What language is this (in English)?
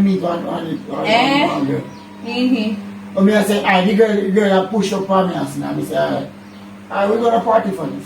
Jamaican Creole English